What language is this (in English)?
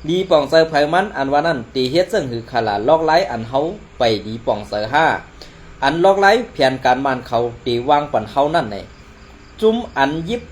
Shan